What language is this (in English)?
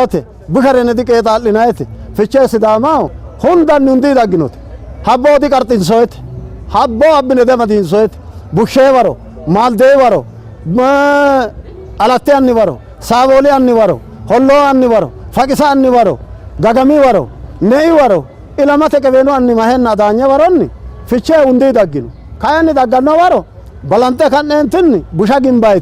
Sidamo